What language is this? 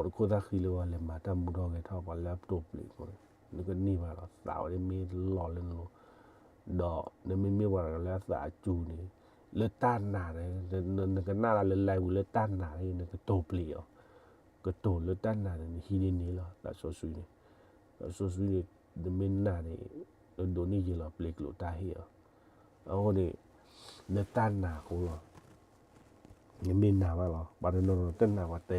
S'gaw Karen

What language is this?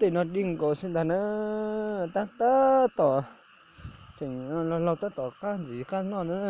Hmong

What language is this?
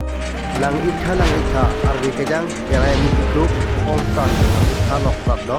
Karbi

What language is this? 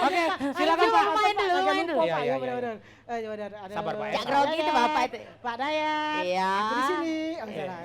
Musi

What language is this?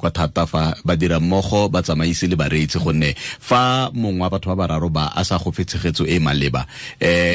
Tswana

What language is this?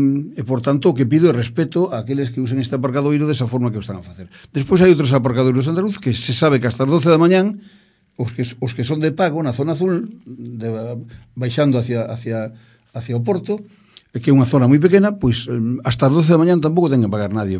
Galician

